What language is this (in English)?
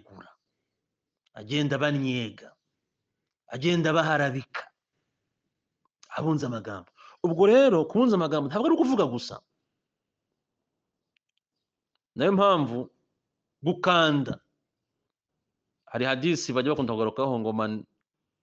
Kinyarwanda